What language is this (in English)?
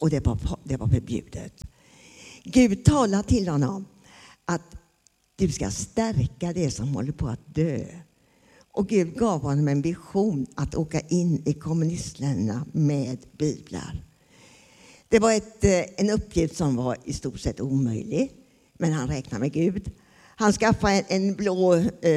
Swedish